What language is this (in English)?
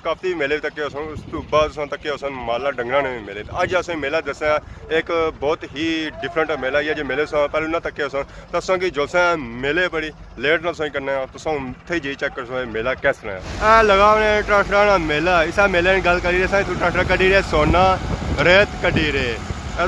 Pahari-Potwari